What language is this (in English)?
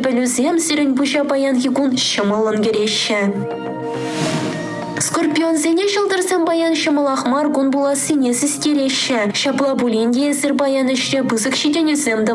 Chuvash